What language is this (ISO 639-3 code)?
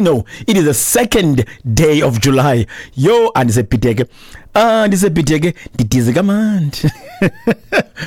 xho